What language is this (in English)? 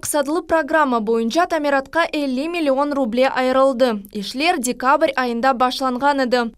Crimean Tatar